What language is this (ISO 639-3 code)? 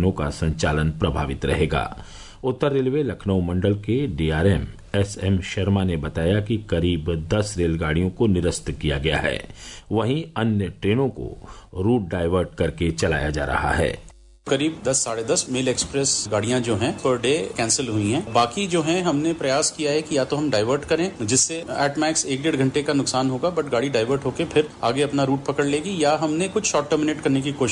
hin